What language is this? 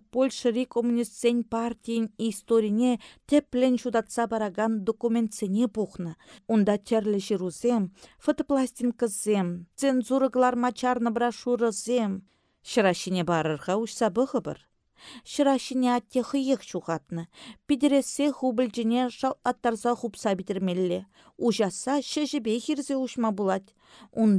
Chuvash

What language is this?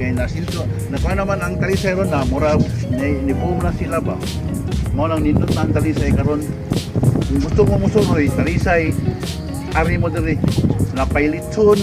Cebuano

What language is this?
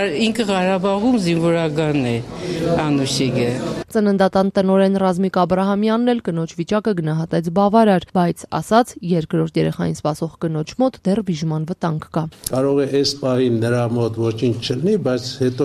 Armenian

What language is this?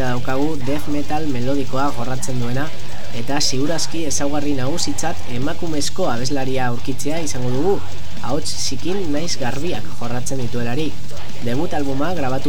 Basque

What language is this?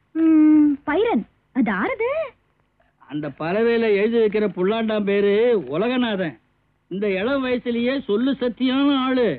Tamil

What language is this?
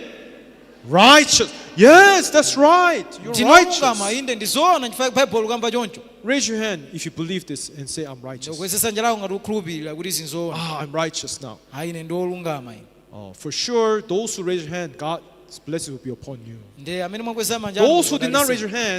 Nyanja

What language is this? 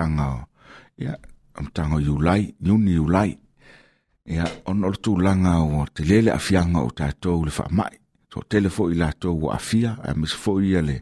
Samoan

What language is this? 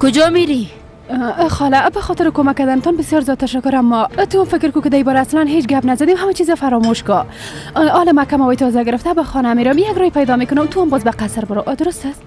Persian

